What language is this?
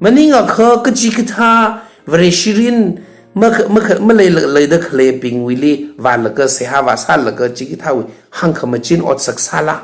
Tangkhul Naga (India)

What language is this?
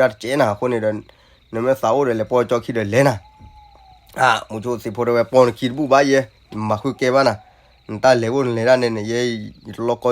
S'gaw Karen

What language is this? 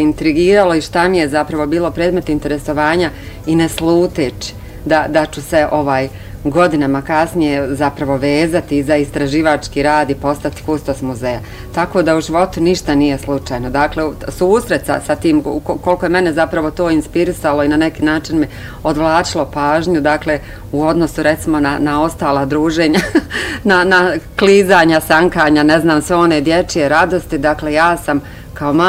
Bosnian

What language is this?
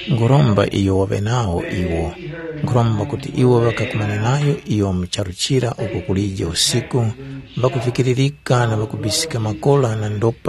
Tumbuka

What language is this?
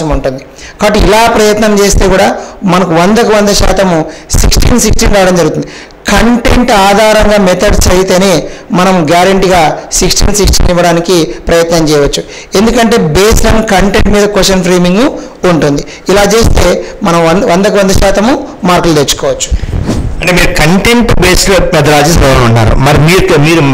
Telugu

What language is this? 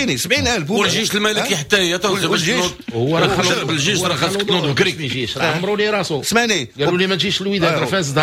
Moroccan Arabic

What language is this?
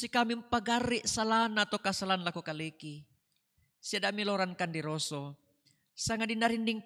Toraja-Sa'dan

